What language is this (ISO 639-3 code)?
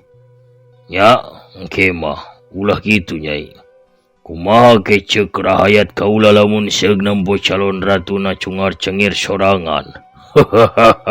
sun